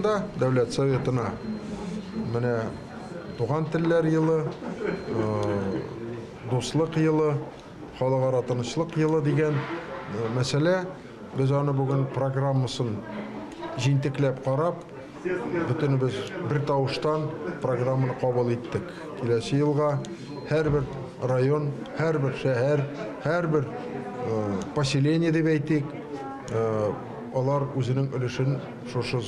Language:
Tatar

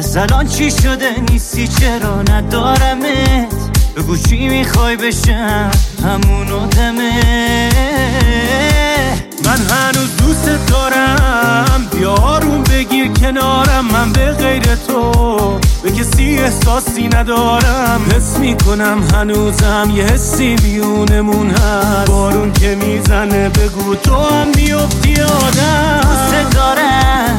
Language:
Persian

